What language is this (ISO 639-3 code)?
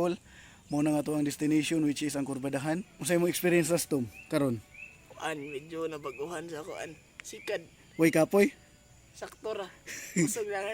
ceb